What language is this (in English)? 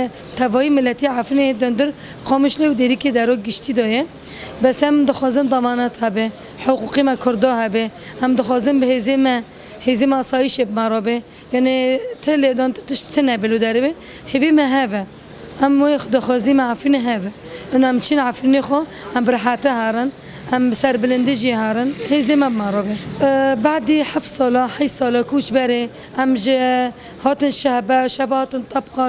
Kurdish